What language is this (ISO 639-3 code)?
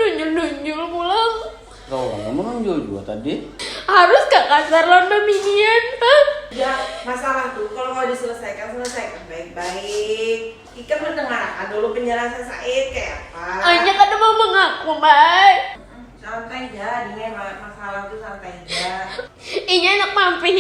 bjn